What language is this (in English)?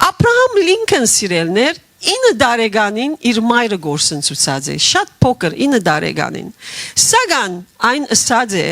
Western Armenian